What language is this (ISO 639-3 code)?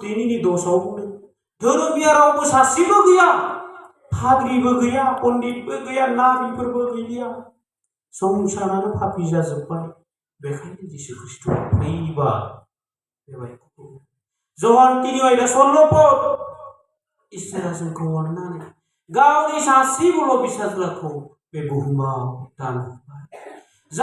brx